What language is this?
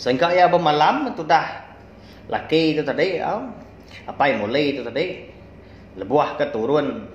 Iban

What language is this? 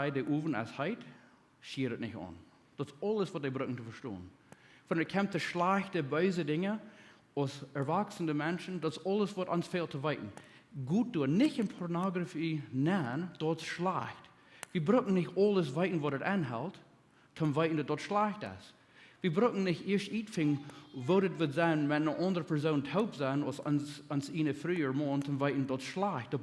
Plautdietsch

